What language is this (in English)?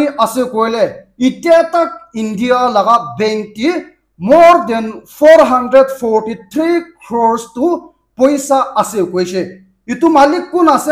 Naga Pidgin